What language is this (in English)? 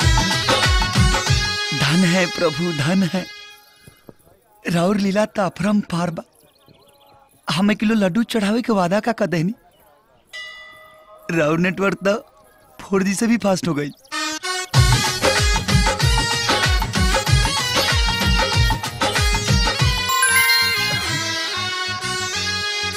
Bhojpuri